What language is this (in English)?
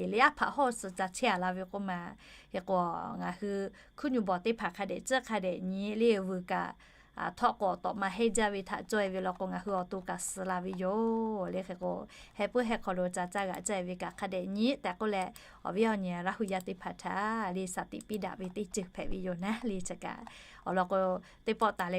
Lahu